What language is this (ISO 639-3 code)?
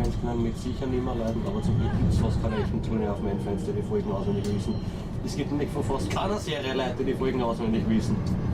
bar